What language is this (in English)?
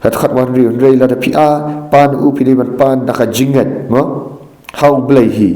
Khasi